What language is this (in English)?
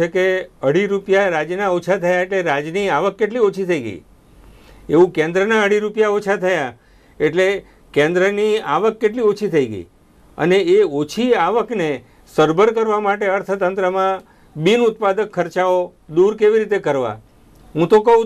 Gujarati